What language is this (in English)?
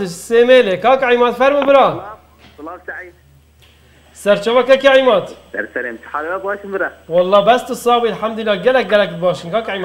Kurdish